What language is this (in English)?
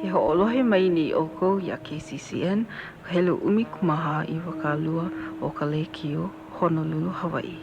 Hawaiian